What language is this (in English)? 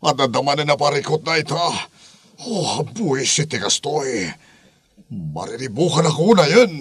Iloko